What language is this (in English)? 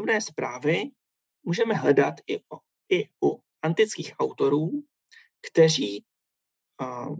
Czech